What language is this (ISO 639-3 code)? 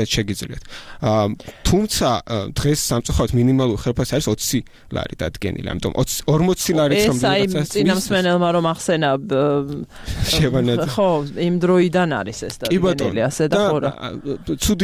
kat